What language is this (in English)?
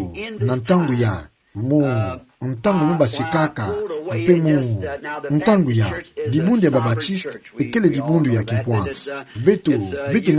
Kituba (Democratic Republic of Congo)